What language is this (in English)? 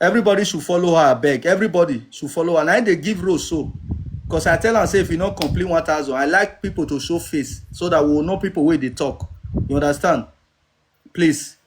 Nigerian Pidgin